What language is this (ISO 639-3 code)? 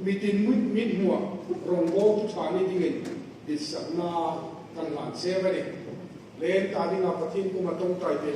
hmr